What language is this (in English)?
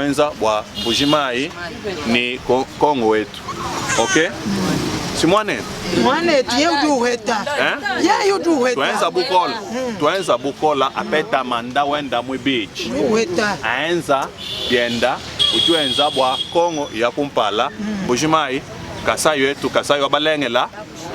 Luba-Lulua